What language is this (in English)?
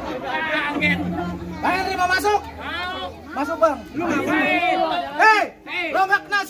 Betawi